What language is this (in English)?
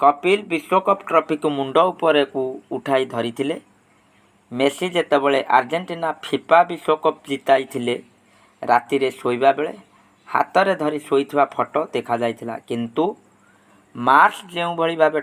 Odia